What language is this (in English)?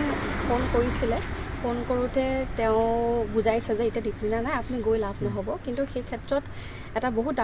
Assamese